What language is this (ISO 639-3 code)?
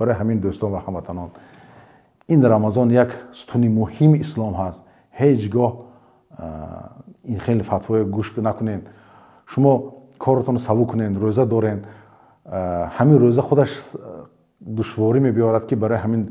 tgk